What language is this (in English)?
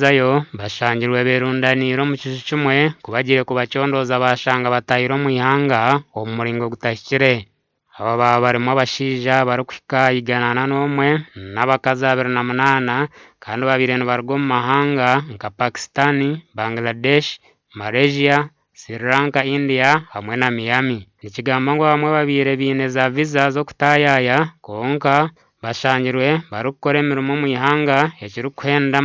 Nyankole